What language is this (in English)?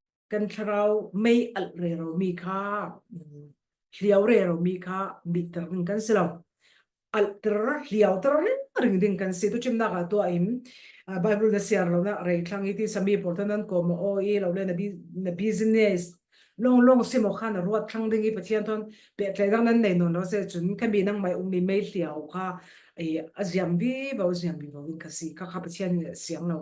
Falam Chin